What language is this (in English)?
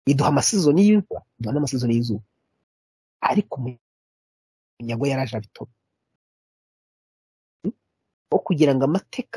Kinyarwanda